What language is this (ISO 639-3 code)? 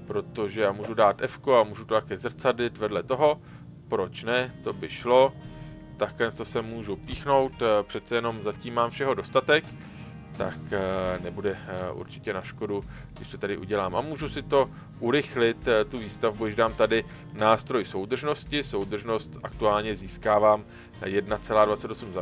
ces